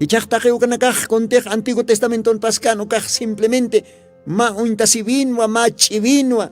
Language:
Aymara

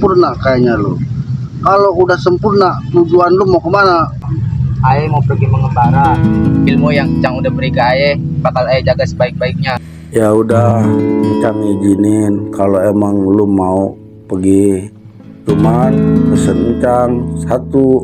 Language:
Betawi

